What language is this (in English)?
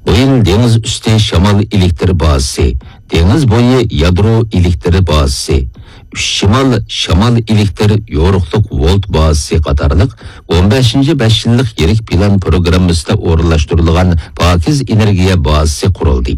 Uyghur